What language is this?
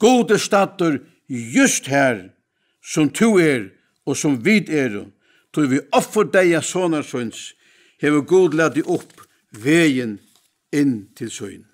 Faroese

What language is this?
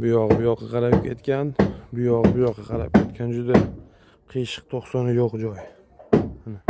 Uzbek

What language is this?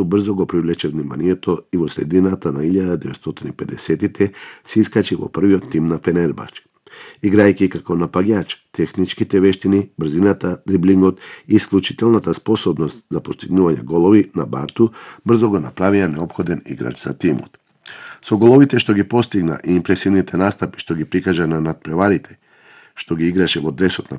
Macedonian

